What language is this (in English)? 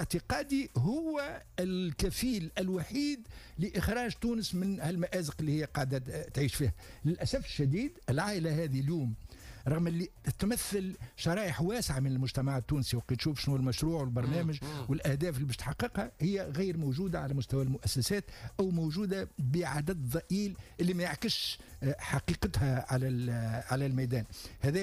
Tunisian Arabic